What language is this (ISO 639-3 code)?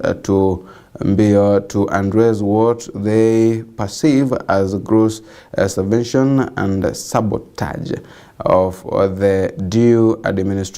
mer